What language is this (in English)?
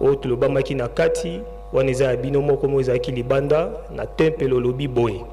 Lingala